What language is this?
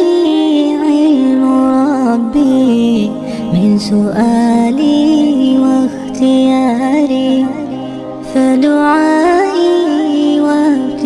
Achinese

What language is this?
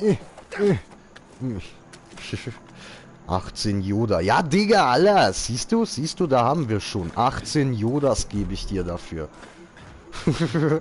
Swiss German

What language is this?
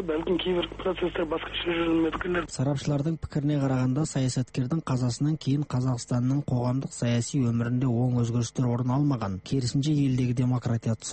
Kazakh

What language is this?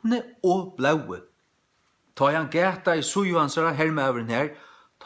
Faroese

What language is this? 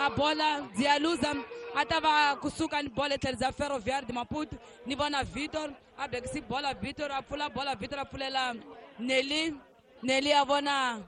Tsonga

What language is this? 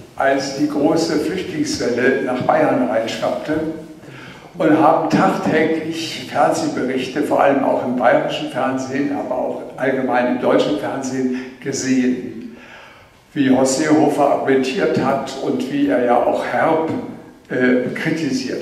German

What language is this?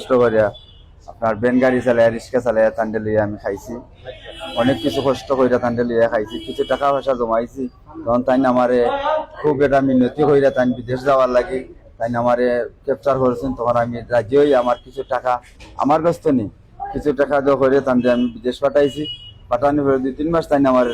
Sylheti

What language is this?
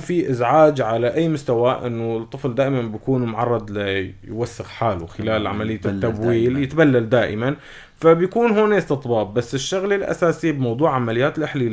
North Levantine Arabic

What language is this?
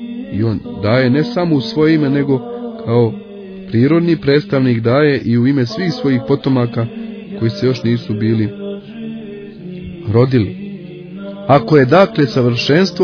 Croatian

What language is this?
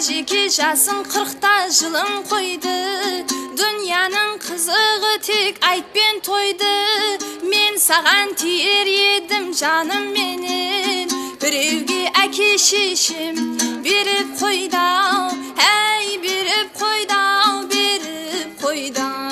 Kara-Kalpak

